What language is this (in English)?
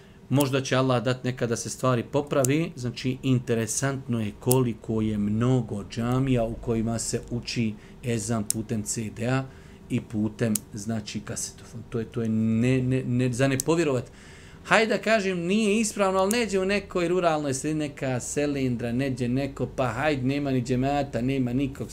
Bosnian